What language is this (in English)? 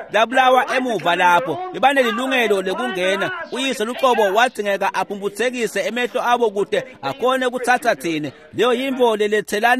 Swati